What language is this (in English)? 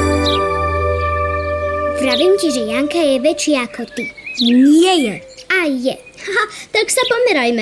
Slovak